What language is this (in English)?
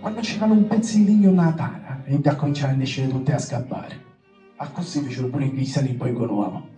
Sicilian